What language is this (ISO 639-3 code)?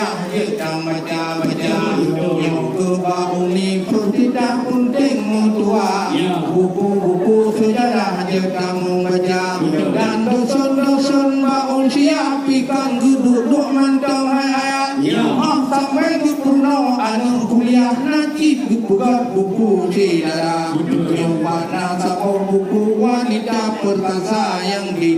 ace